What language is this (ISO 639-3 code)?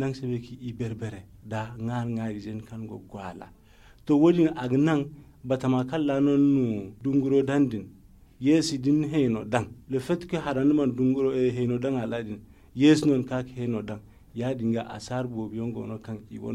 dje